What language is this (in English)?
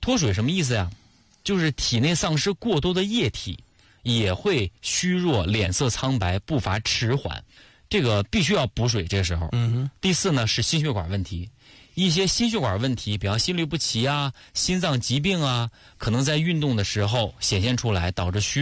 Chinese